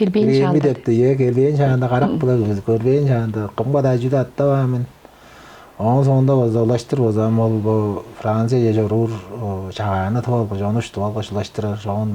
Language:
Tuvinian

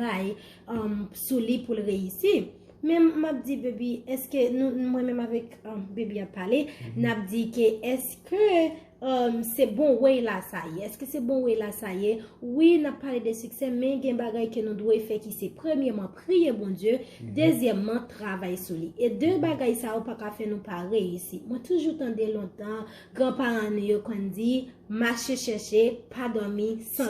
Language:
Haitian Creole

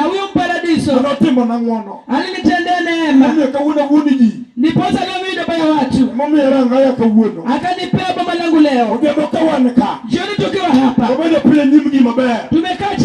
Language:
Luo (Kenya and Tanzania)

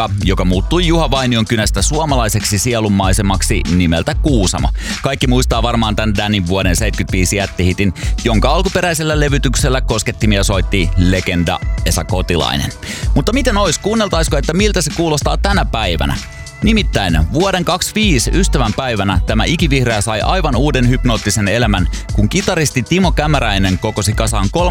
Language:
Finnish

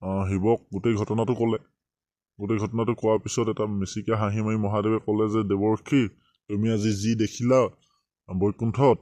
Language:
Assamese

